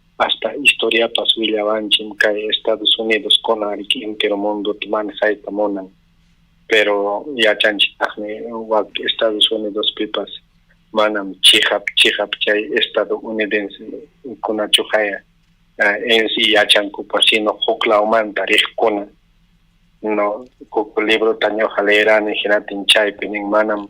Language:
Ayacucho Quechua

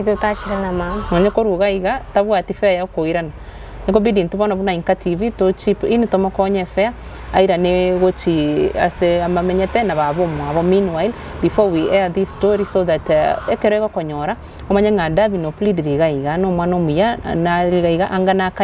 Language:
Gusii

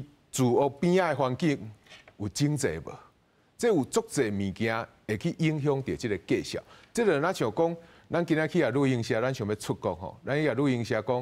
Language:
Min Nan Chinese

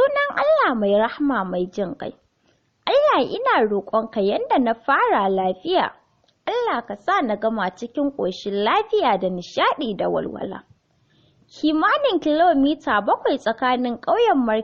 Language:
Hausa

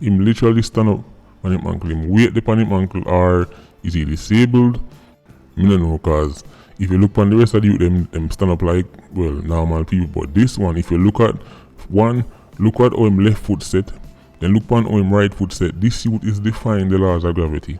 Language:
Jamaican Creole English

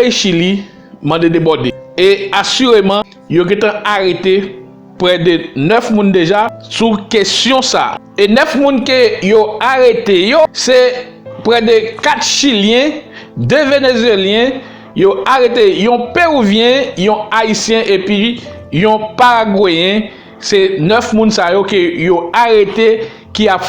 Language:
Haitian Creole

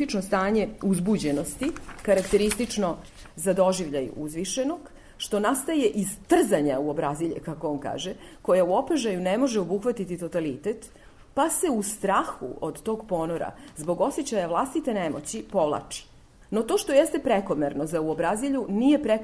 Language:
Serbian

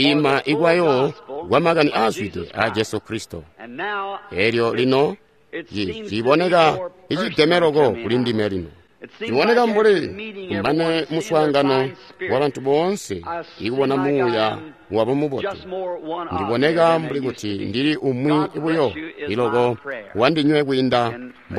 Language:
Tonga (Zambia)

